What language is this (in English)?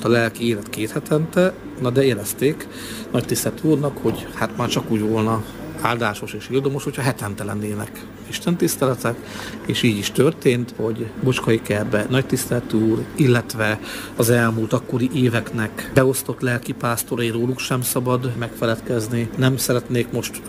Hungarian